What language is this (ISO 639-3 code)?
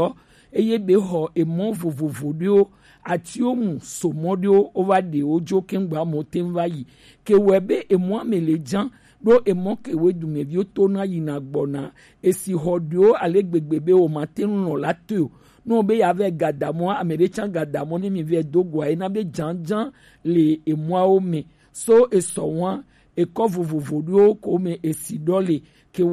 gej